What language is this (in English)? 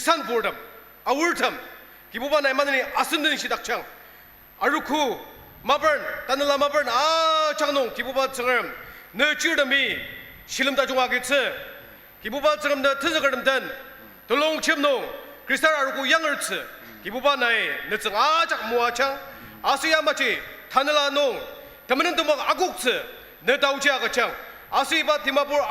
Ao Naga